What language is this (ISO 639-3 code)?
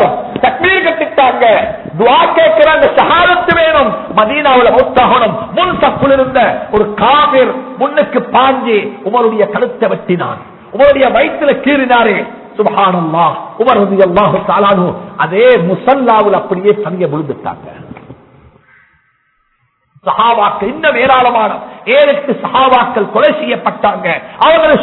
tam